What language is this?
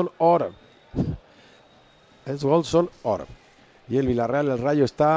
Catalan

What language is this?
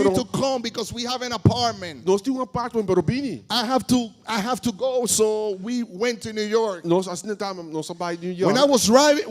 Papiamento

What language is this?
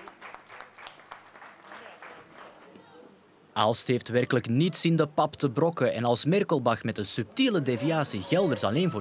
Dutch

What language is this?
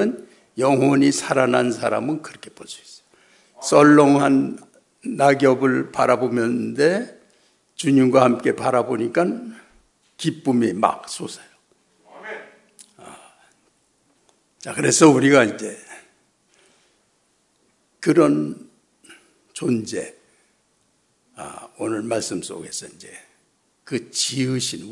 Korean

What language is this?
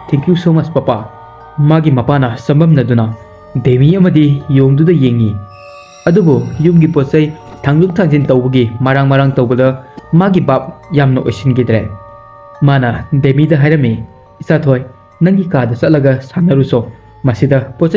Manipuri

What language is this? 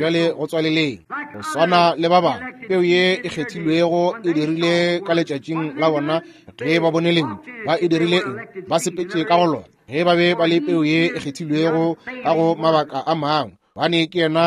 Northern Sotho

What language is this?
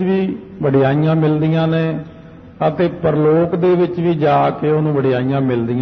Punjabi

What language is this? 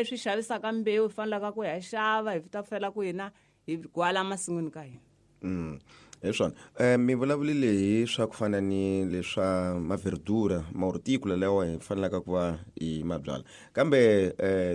Tsonga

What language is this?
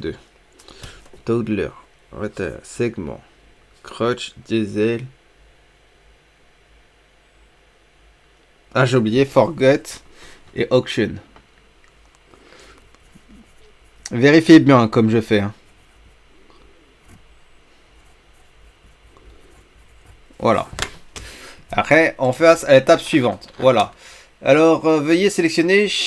French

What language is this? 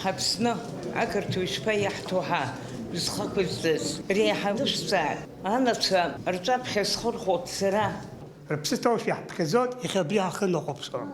Abkhazian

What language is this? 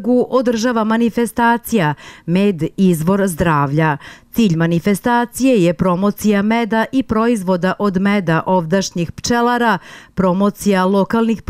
Serbian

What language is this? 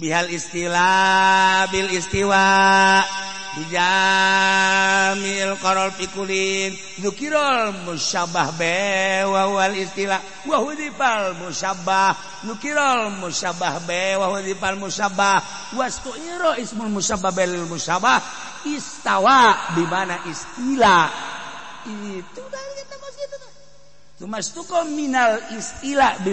Sundanese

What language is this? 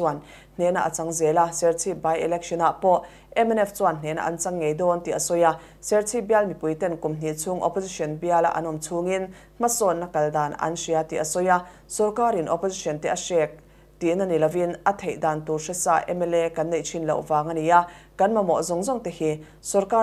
Mizo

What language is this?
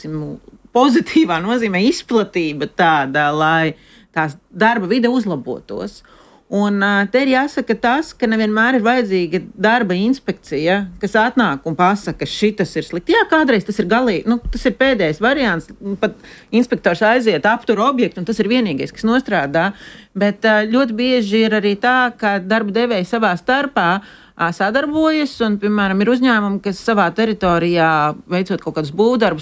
Latvian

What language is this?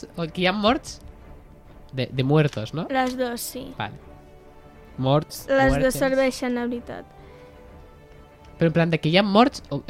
Catalan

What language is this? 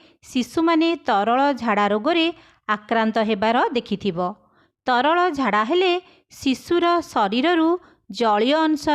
Odia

